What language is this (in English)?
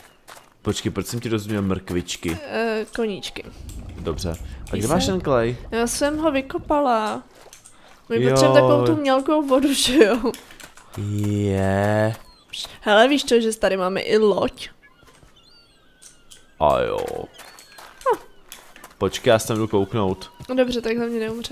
Czech